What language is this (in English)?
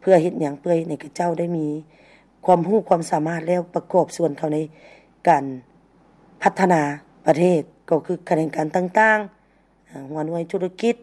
Lao